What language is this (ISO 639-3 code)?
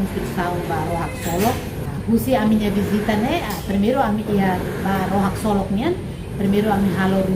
tet